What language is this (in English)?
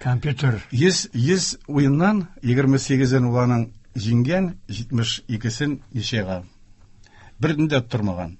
Tatar